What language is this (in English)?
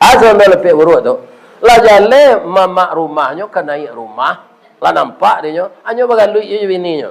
Minangkabau